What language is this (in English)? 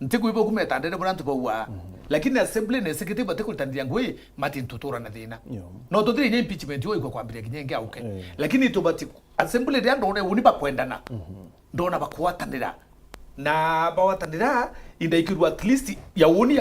Meru